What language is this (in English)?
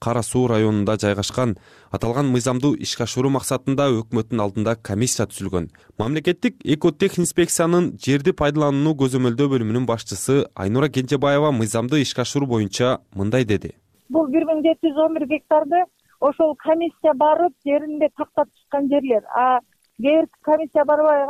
Kyrgyz